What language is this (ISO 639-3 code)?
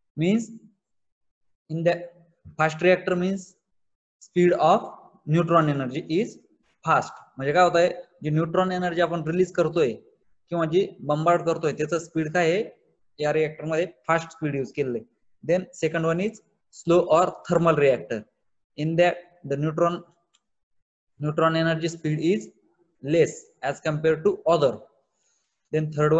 mar